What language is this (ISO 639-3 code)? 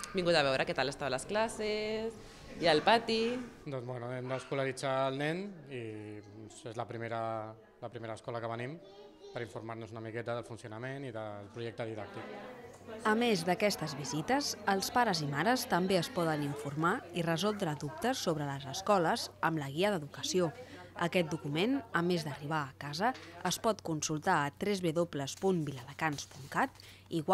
cat